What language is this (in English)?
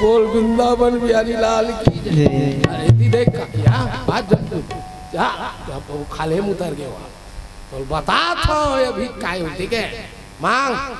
Chhattisgarhi